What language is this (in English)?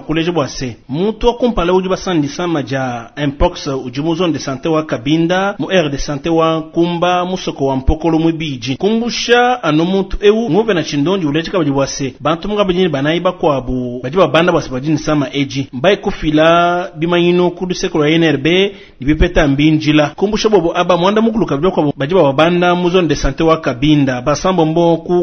Luba-Lulua